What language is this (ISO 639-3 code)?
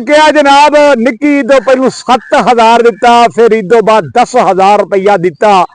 lah